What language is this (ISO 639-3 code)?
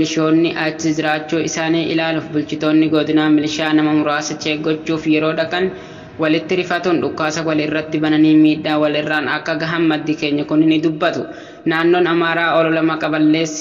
orm